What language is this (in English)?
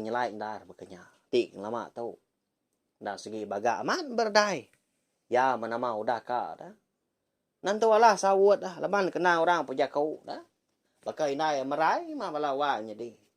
Iban